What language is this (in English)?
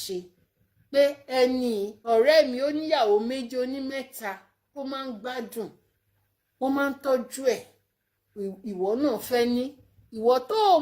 Yoruba